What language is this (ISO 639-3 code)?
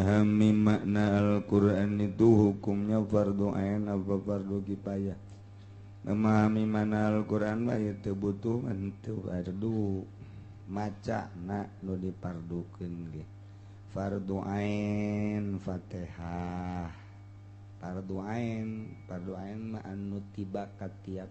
sun